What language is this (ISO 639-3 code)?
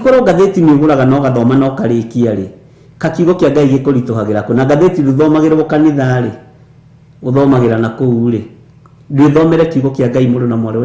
kik